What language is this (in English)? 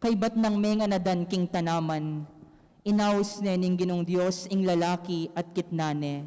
Pampanga